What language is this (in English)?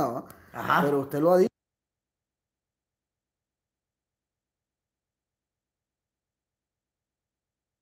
Spanish